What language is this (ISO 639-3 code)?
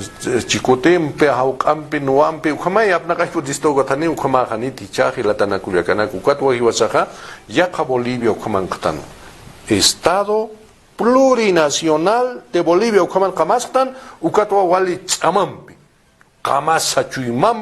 aym